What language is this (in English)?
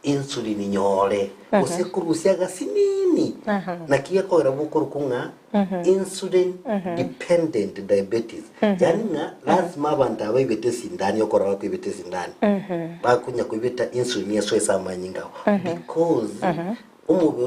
Gusii